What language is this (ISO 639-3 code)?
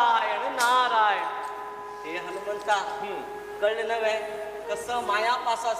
kok